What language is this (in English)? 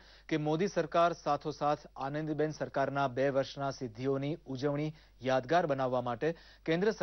Gujarati